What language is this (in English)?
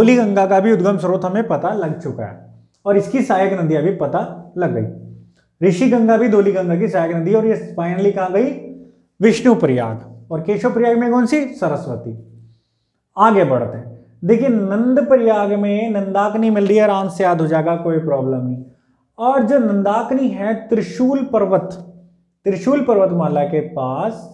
Hindi